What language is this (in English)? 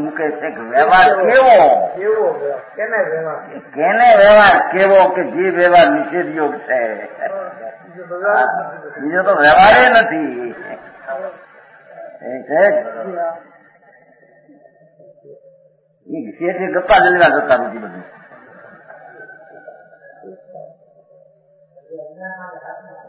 Gujarati